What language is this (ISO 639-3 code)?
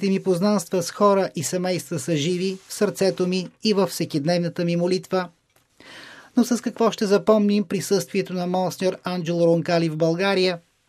bul